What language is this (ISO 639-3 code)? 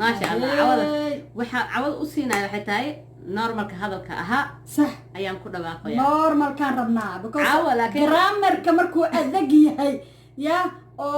som